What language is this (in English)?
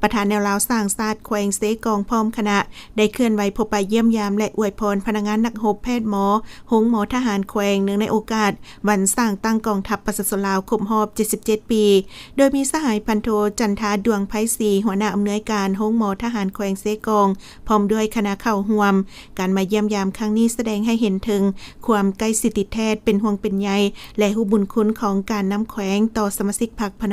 Lao